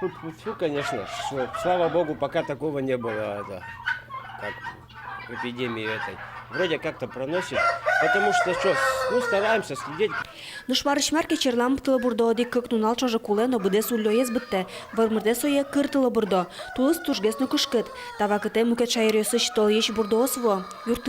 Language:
Udmurt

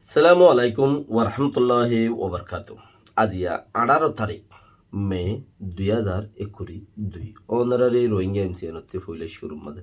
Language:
Rohingya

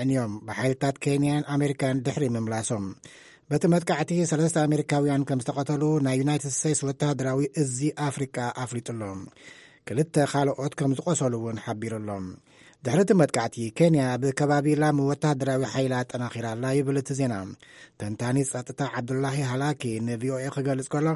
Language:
Tigrinya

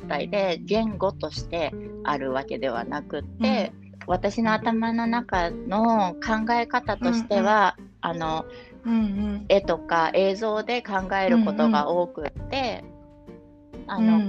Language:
Japanese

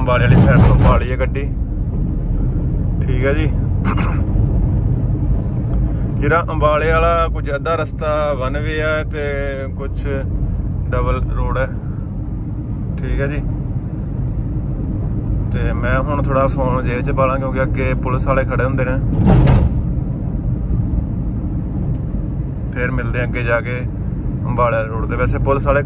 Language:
Punjabi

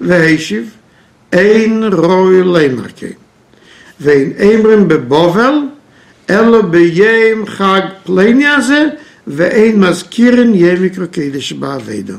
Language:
Yiddish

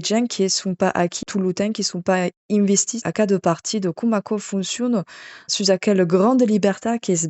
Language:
Occitan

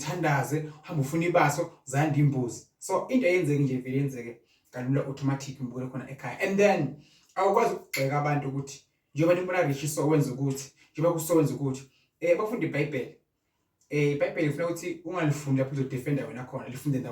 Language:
Zulu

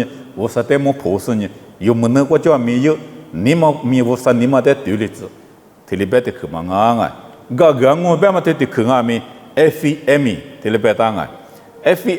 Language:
Lisu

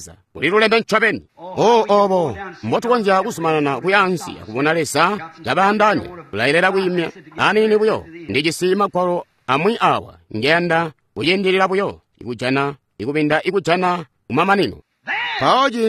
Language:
Tonga (Zambia)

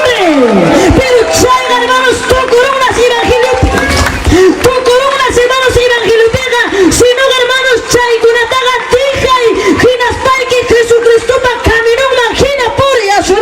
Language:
Ayacucho Quechua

